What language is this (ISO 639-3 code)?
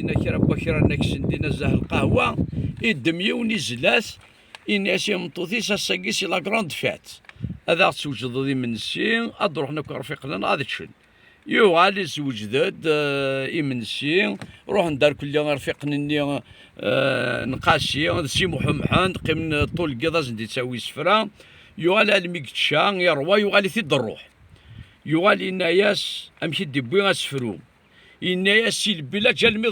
kab